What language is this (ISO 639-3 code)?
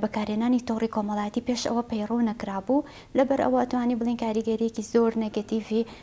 ckb